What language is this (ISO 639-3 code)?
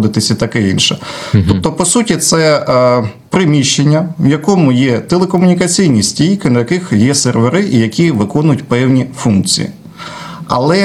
ukr